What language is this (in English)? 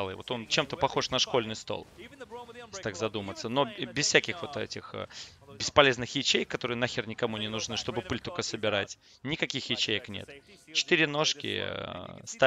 Russian